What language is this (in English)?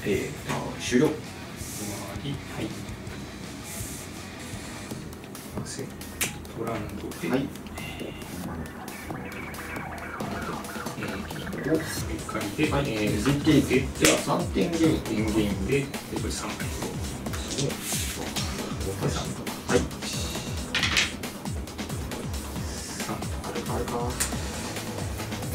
Japanese